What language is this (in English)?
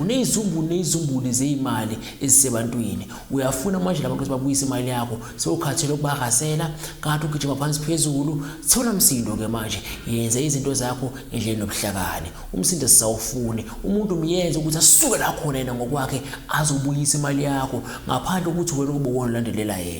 Zulu